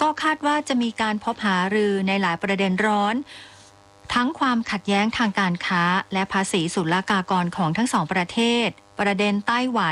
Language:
Thai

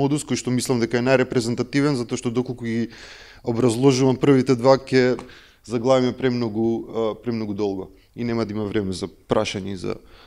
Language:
Macedonian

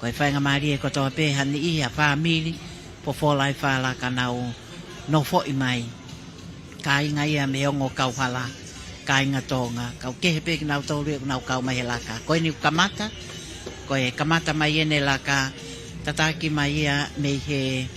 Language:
Tongan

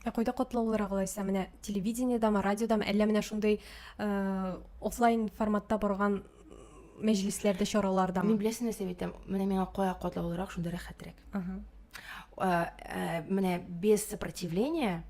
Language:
Tatar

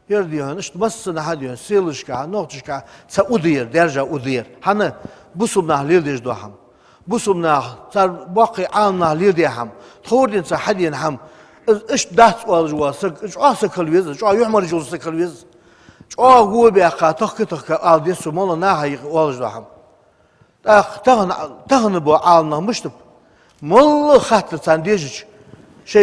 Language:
Ingush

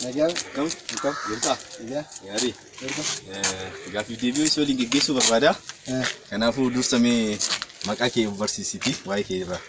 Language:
Oromo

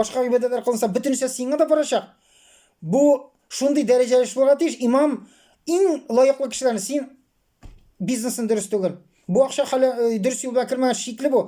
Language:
Tatar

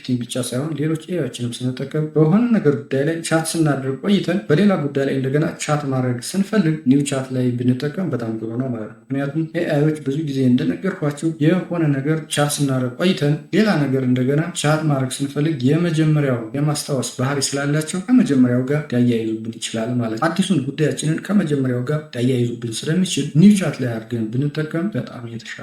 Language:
Amharic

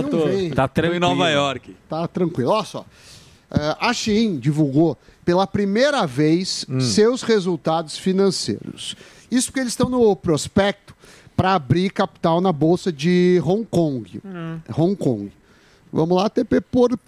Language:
Portuguese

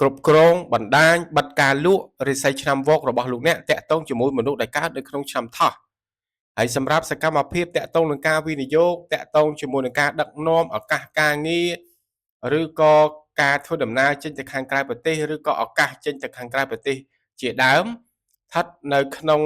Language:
Khmer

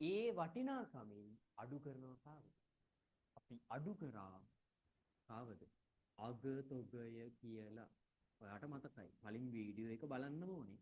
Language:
Sinhala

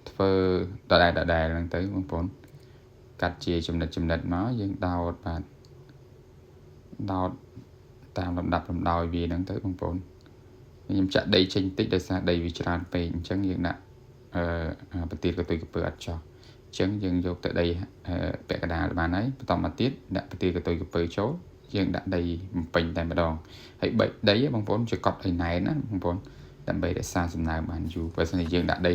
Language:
Khmer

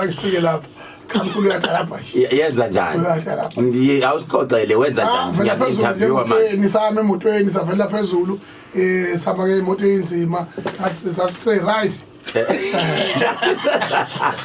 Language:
Zulu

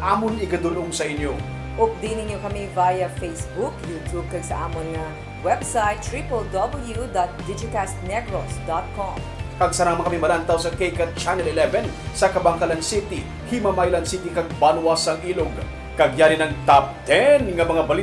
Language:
Hiligaynon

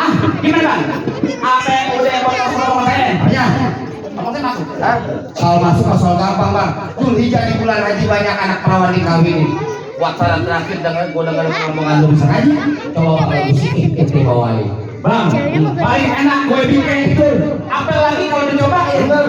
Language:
Betawi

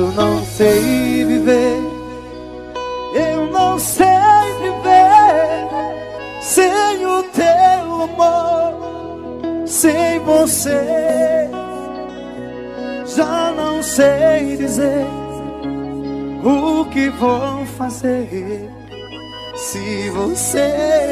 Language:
Portuguese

